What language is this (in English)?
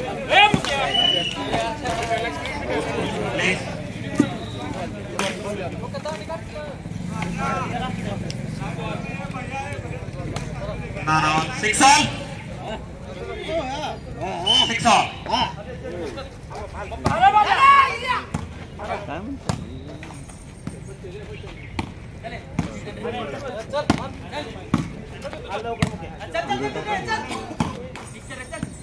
Marathi